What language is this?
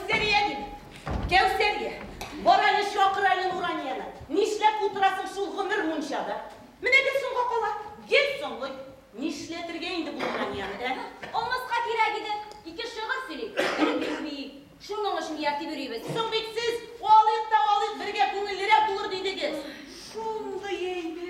Tatar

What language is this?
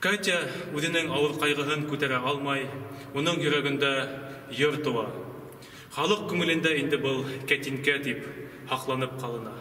Bashkir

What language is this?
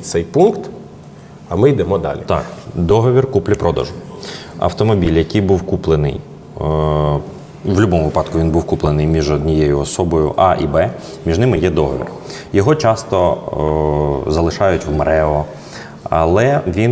Ukrainian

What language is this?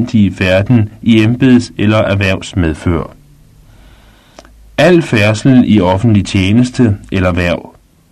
Danish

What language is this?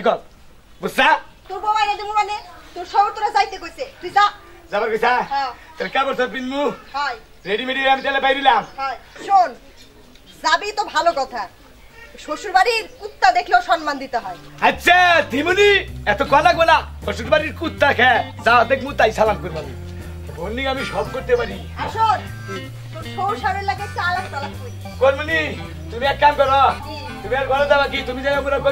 Bangla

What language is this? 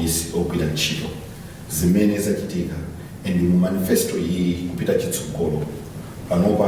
Nyanja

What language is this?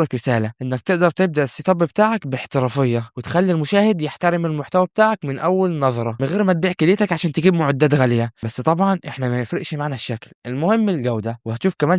Egyptian Arabic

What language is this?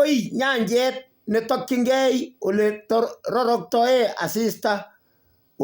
Kalenjin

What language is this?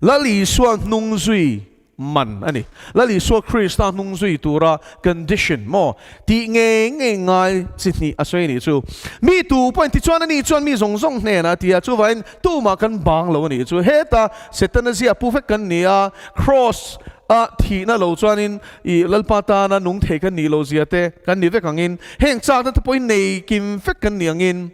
Mizo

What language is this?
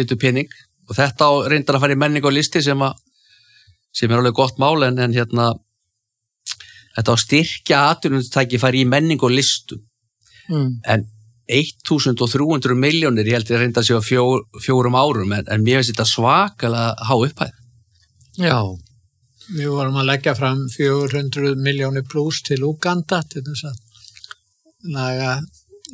Icelandic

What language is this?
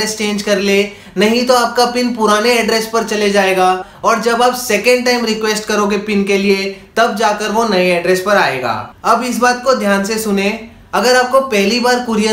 Hindi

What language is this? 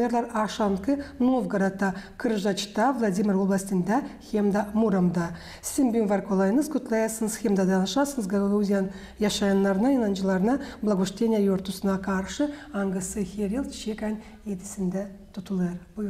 Gagauz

